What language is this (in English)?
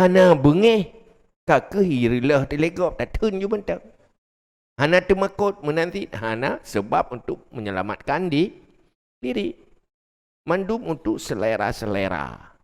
Achinese